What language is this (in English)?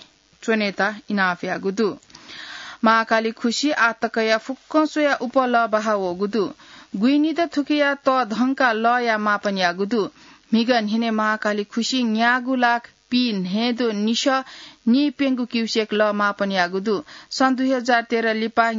Newari